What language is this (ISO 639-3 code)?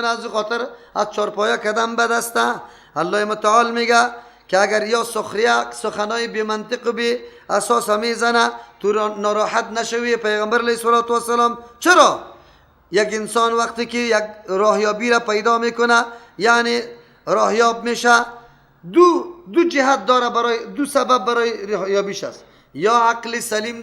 fas